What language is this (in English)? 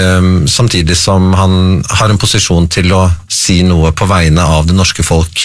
Norwegian